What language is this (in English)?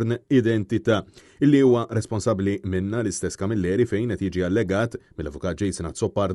Maltese